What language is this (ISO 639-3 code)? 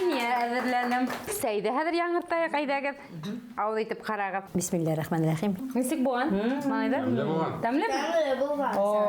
bak